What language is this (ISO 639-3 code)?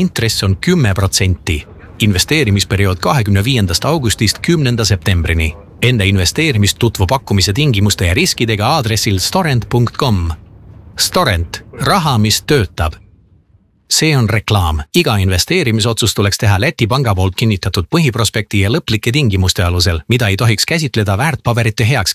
est